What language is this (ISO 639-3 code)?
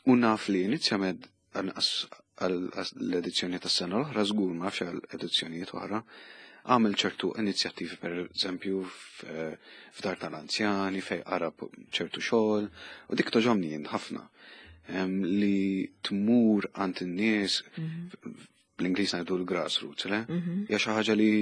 mlt